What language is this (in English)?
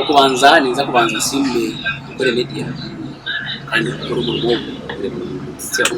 Nyankole